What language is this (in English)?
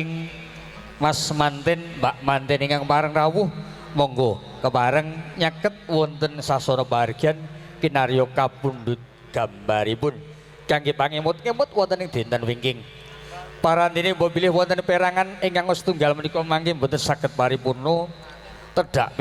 Javanese